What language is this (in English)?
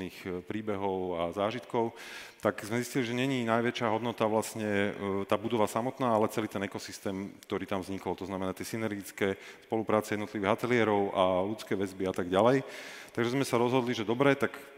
Slovak